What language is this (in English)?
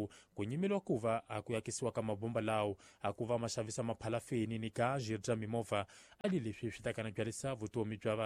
Tsonga